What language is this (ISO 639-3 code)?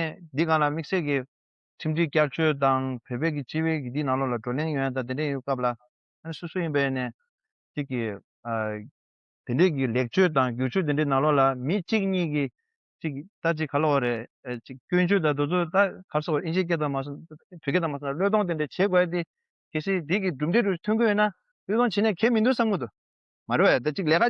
bod